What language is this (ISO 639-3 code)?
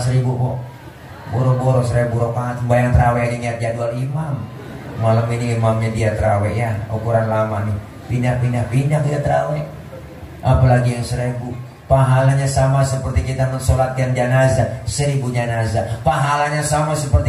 bew